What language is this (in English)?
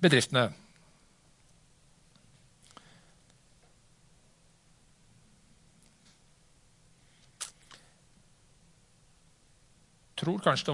Norwegian